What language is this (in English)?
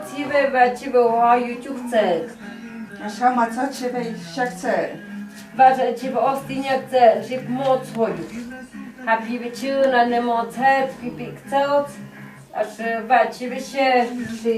Totontepec Mixe